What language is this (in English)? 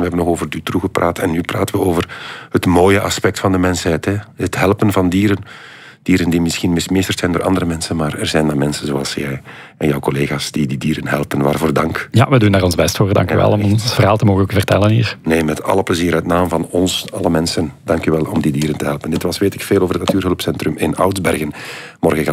Dutch